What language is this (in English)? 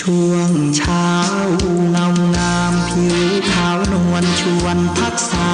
Pali